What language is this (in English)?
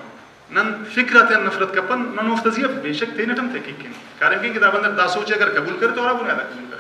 Brahui